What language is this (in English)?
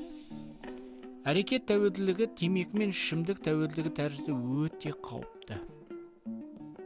Kazakh